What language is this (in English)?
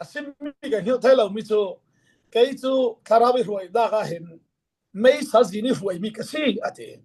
Falam Chin